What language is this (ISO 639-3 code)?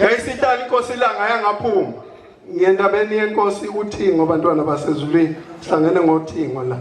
zul